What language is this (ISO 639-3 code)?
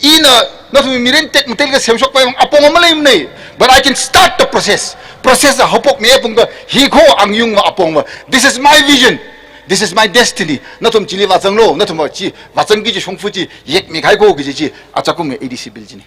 nmf